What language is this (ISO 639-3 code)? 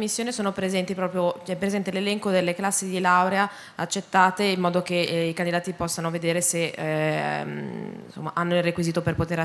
ita